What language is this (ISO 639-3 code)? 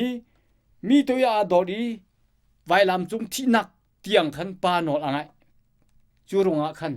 cnh